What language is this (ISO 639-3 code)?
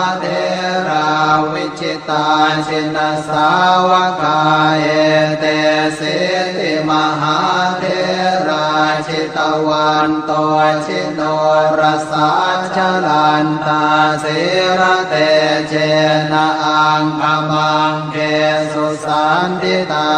pli